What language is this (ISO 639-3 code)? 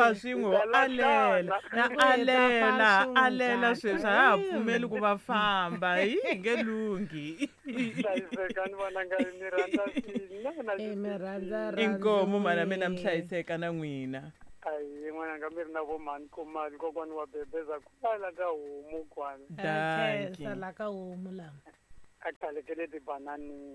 tso